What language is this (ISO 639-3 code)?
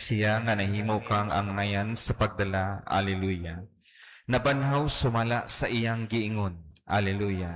ceb